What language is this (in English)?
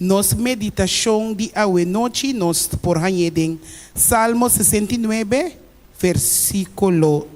Papiamento